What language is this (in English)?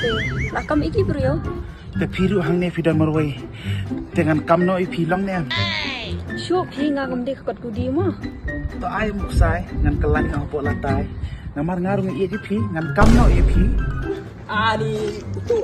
Khasi